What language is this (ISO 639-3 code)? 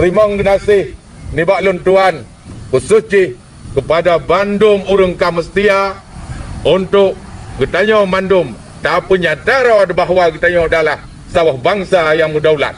ace